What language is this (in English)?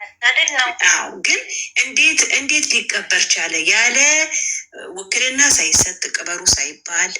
Amharic